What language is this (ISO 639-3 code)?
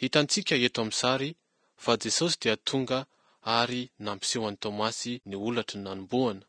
mlg